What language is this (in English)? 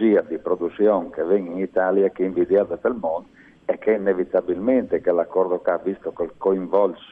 Friulian